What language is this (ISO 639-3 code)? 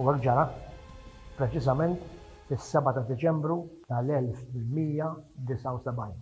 mlt